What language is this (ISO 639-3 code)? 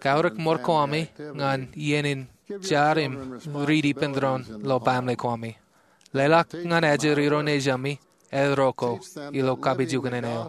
mah